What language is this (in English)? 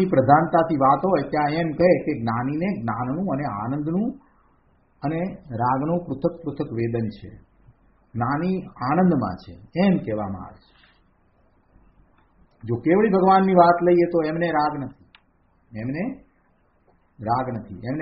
Gujarati